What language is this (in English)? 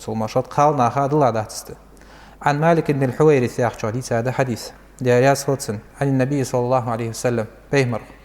Ingush